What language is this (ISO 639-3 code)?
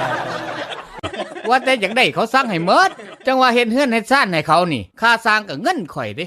lao